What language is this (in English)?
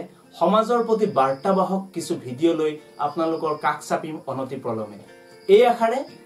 Assamese